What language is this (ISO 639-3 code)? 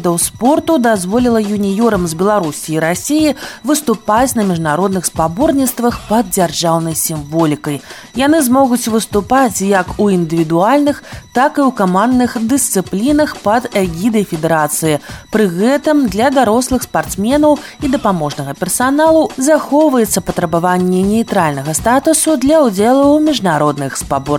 bel